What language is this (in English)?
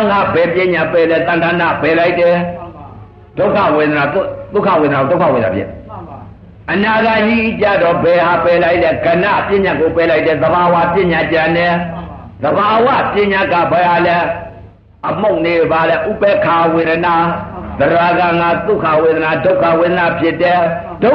Burmese